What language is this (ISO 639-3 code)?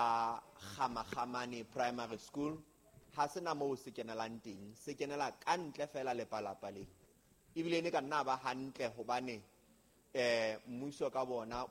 sot